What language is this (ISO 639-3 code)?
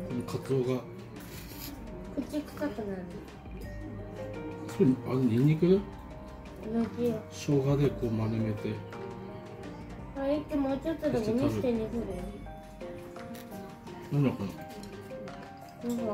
jpn